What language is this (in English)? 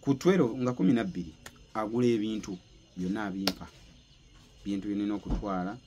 Ganda